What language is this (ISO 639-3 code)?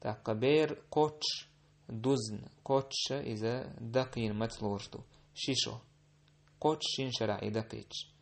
che